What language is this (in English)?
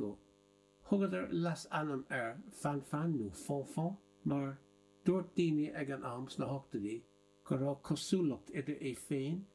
Irish